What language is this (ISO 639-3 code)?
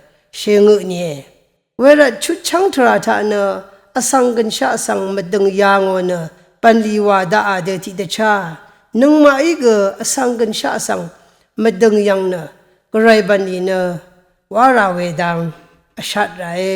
raw